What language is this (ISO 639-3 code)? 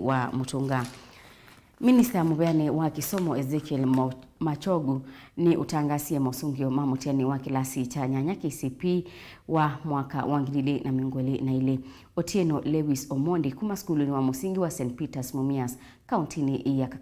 kam